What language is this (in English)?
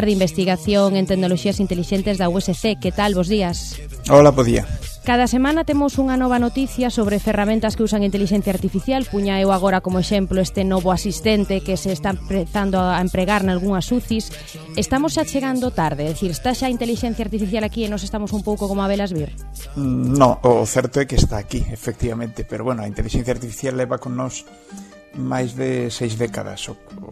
Galician